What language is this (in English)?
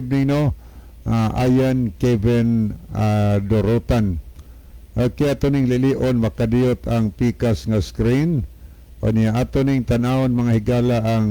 Cebuano